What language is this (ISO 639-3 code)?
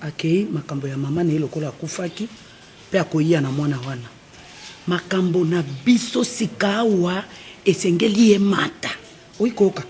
lin